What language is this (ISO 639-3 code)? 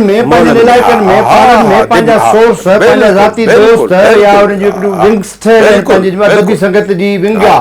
snd